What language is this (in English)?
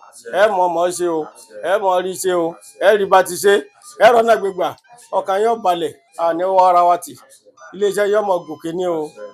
Yoruba